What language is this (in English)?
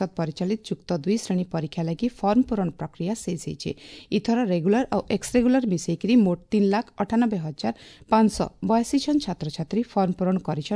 Odia